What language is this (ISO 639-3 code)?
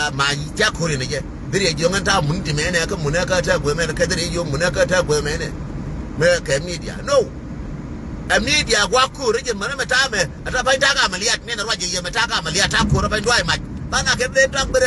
nus